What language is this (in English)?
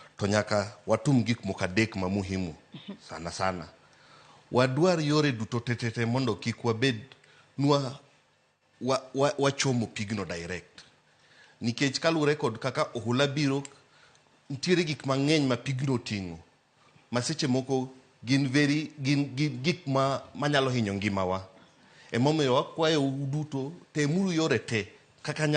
Luo (Kenya and Tanzania)